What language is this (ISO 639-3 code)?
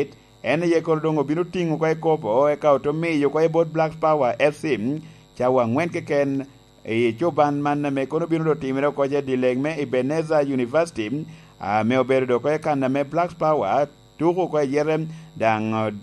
laj